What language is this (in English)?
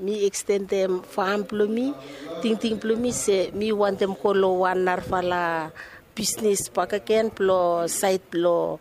Bislama